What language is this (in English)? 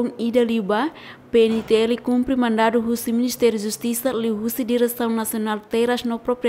Tetum